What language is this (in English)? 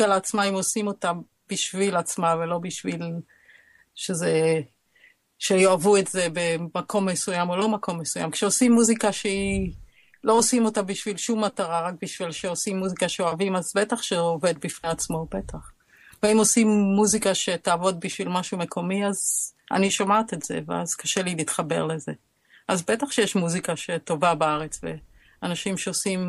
Hebrew